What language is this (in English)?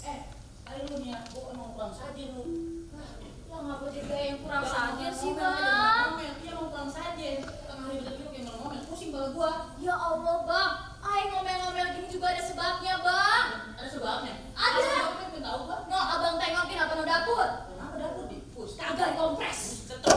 Betawi